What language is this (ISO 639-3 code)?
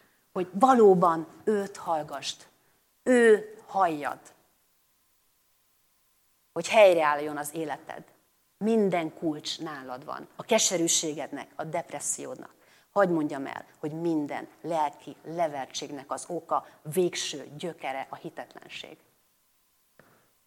hun